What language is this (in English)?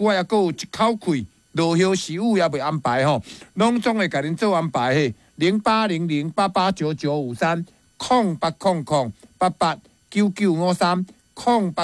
Min Nan Chinese